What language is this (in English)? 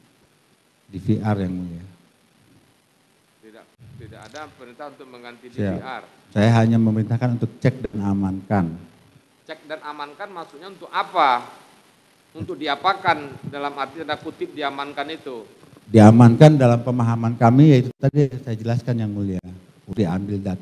Indonesian